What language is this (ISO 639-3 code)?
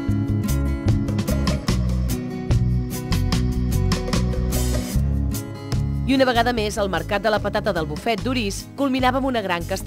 cat